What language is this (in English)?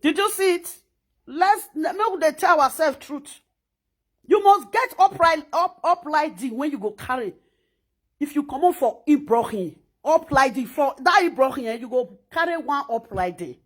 Nigerian Pidgin